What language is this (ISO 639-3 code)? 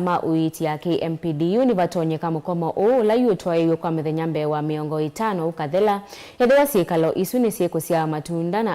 kam